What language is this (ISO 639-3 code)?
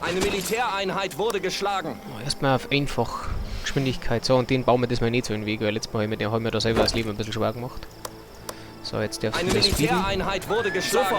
bar